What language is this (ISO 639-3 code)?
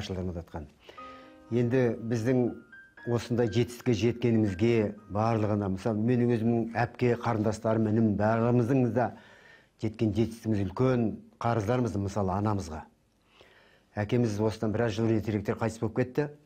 kaz